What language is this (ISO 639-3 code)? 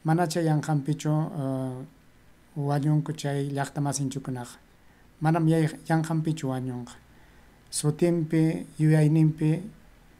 quy